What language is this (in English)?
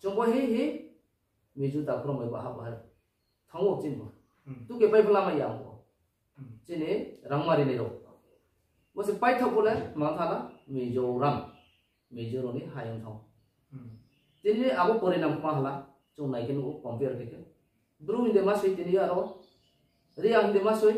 Riang (India)